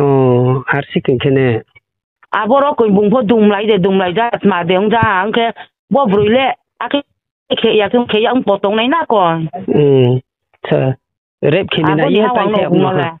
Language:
Riang (India)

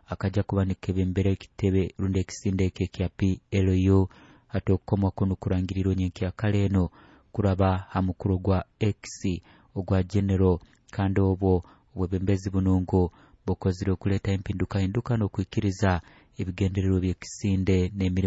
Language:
Nyoro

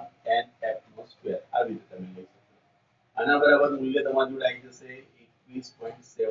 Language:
Gujarati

